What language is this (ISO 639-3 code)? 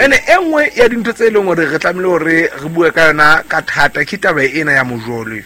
sot